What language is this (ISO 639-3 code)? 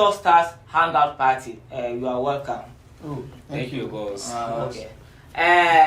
dag